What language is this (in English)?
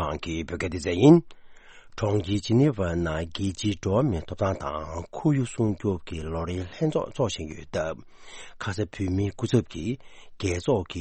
Tibetan